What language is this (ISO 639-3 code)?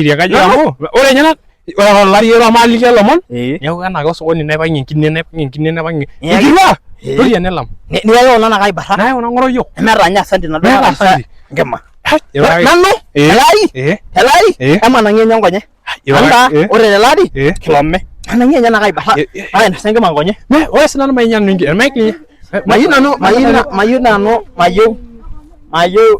mas